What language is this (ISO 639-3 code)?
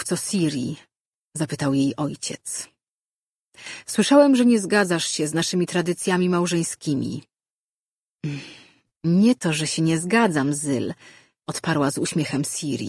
pol